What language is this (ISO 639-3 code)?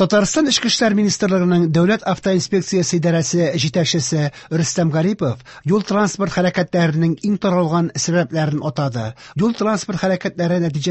tat